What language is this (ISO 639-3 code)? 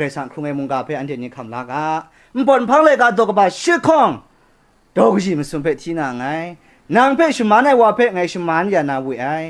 kac